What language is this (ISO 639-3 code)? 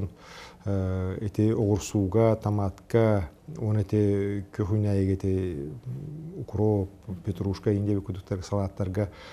sah